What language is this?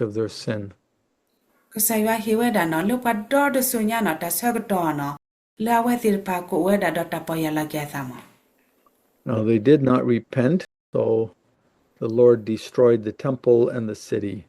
S'gaw Karen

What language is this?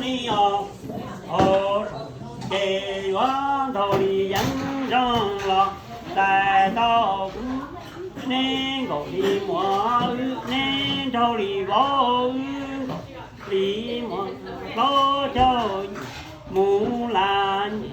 Hmong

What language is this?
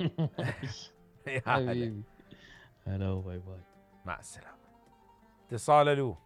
Mesopotamian Arabic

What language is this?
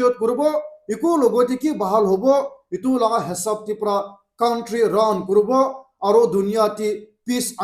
Naga Pidgin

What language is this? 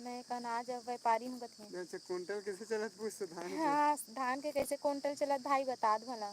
Chhattisgarhi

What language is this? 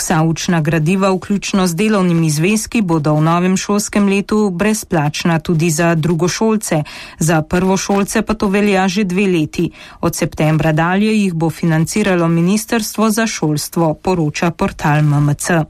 Slovenian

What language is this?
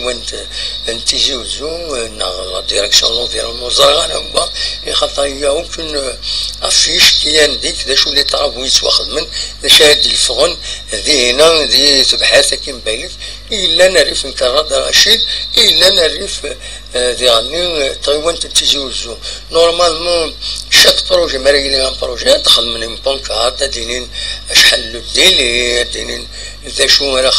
Kabyle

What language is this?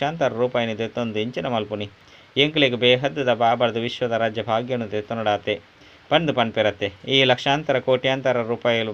Tulu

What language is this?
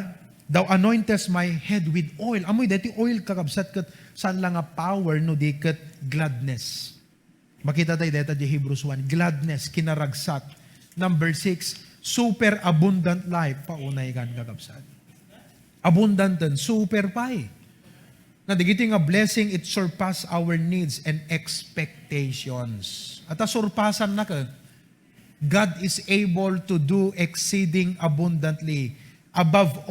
Iloko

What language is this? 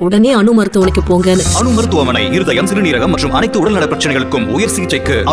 Tamil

